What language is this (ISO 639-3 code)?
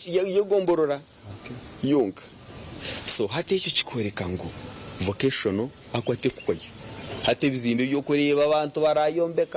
nyn